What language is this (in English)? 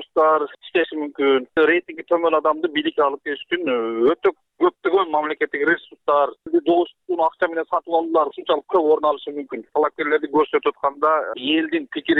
Kyrgyz